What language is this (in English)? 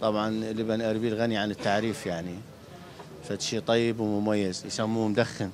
Mesopotamian Arabic